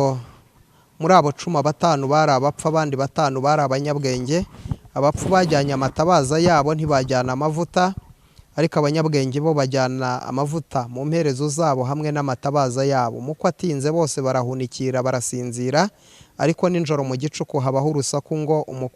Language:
Kinyarwanda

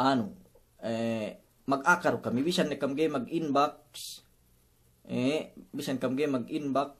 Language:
Yakan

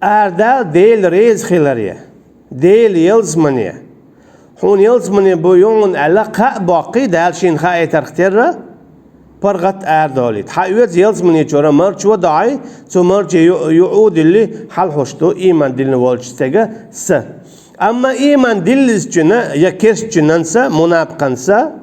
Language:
Chechen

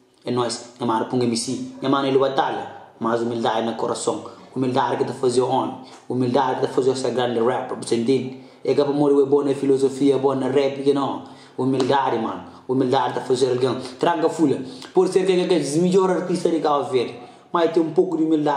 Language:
Kabuverdianu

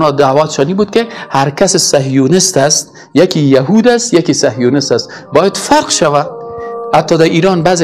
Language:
Persian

